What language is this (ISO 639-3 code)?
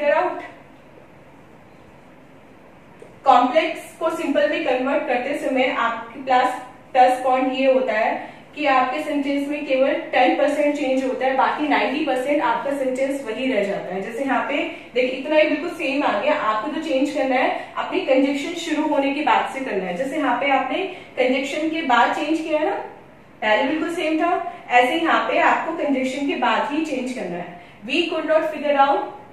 hin